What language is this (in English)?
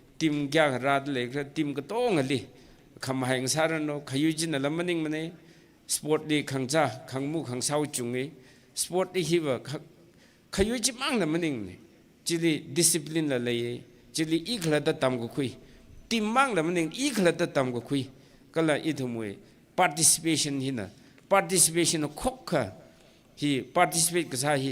Tangkhul Naga (India)